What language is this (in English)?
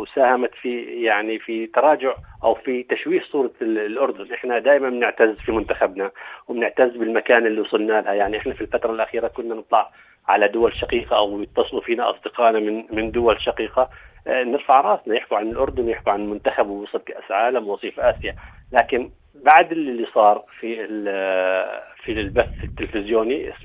North Levantine Arabic